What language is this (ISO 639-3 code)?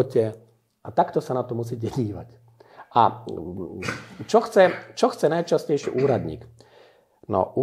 slk